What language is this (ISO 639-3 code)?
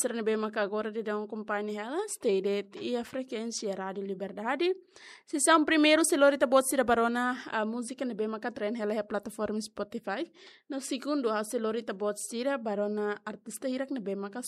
tet